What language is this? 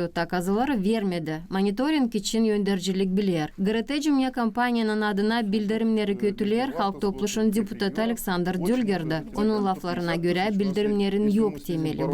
Gagauz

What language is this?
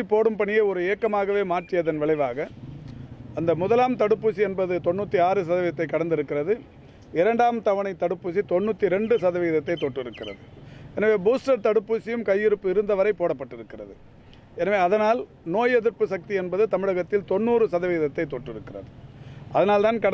Tamil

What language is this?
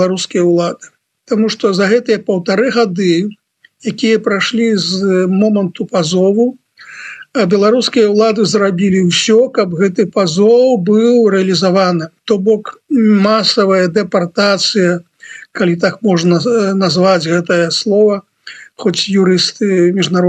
Belarusian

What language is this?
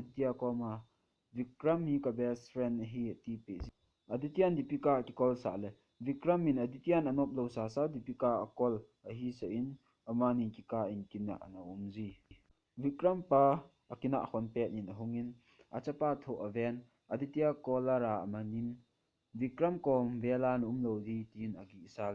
Thado Chin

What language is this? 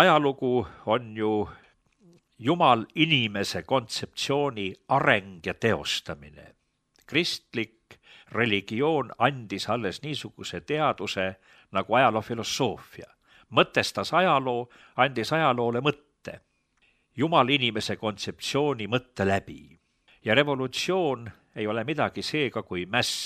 Estonian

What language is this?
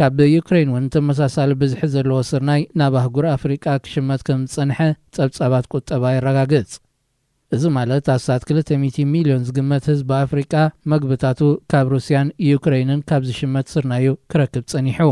Tigrinya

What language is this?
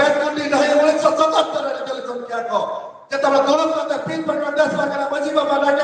Santali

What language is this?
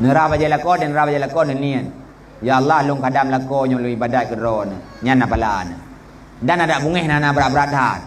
Achinese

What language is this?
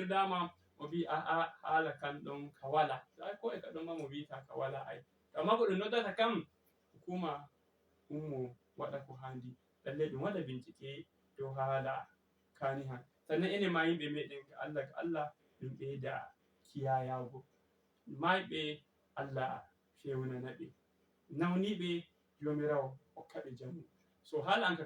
Fula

